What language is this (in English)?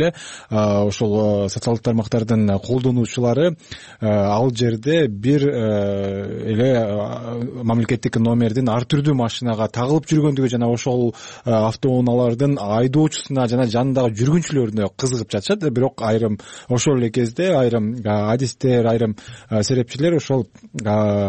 Kyrgyz